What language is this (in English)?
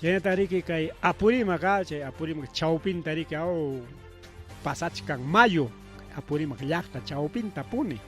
Ayacucho Quechua